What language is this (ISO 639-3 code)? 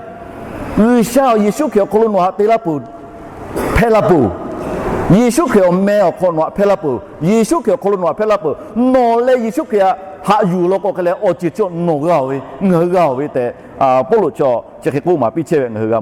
lhu